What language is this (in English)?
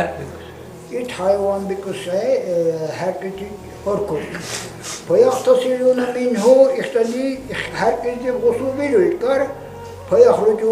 Dargwa